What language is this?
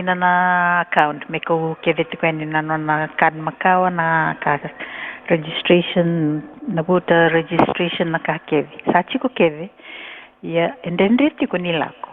Fijian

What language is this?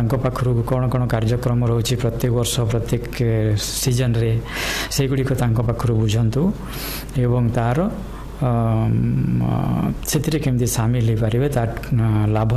Odia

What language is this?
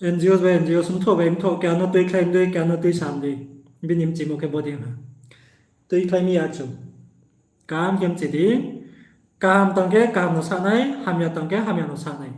Riang (India)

